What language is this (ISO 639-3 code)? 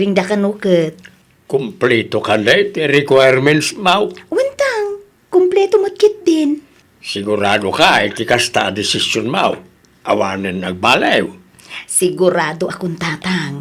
ilo